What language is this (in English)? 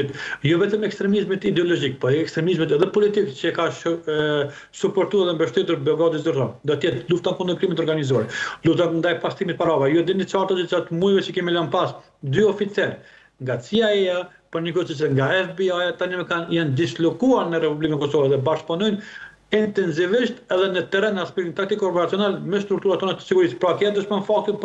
Albanian